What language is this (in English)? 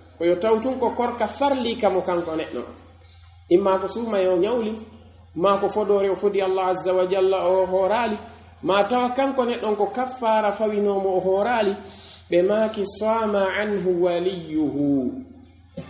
Pular